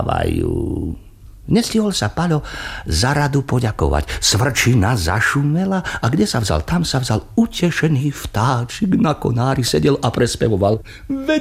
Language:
Slovak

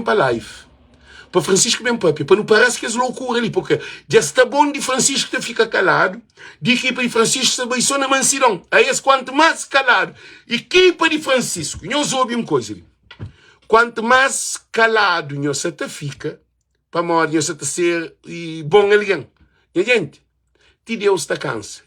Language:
Kabuverdianu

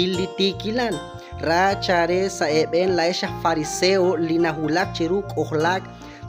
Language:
Kekchí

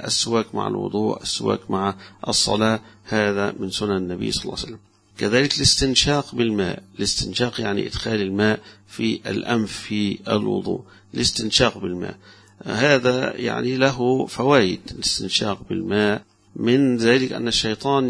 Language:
Arabic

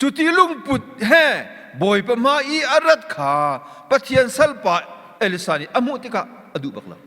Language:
Hakha Chin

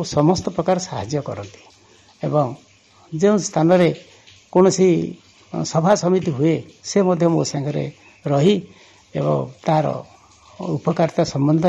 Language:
Odia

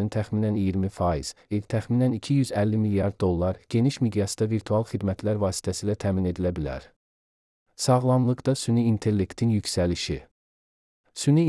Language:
Azerbaijani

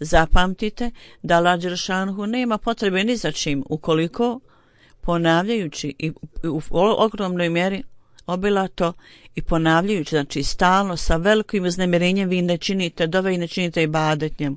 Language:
Bosnian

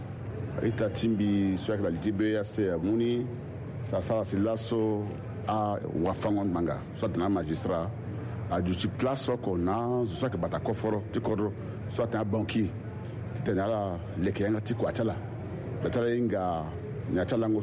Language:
Sango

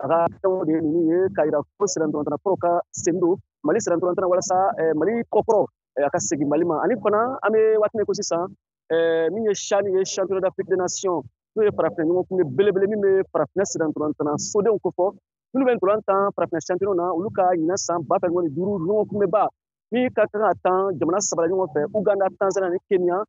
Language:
Bambara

